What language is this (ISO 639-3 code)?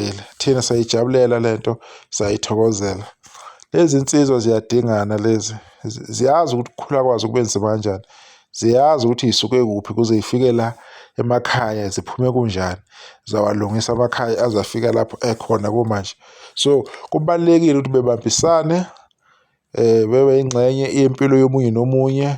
zul